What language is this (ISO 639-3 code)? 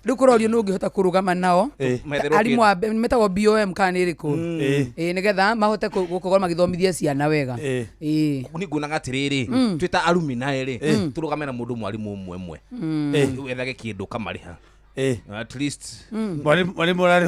kik